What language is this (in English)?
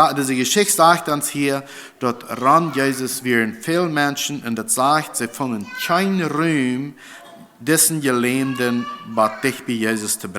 Plautdietsch